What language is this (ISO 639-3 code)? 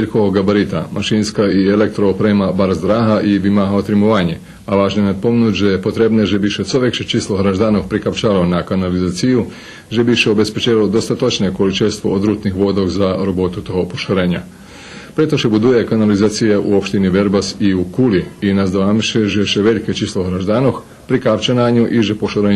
rue